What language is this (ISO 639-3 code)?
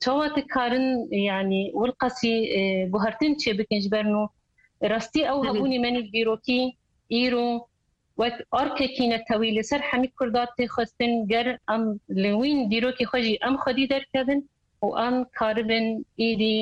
kur